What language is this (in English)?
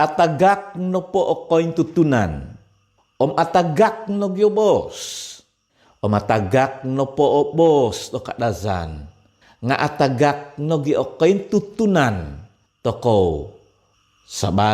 Central Dusun